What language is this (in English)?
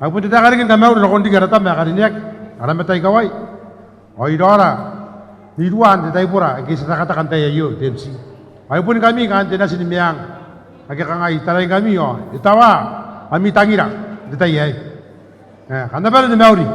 Gilbertese